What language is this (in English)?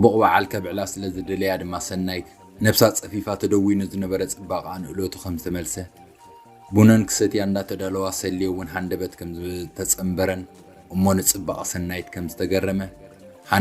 Tigrinya